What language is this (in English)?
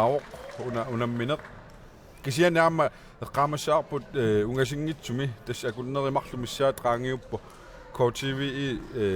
Kalaallisut